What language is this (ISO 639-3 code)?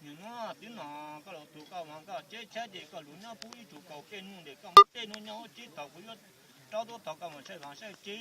hmn